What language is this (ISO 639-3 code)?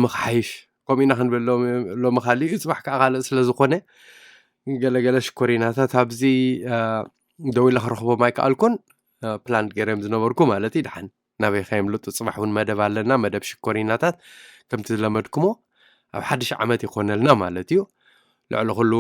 tir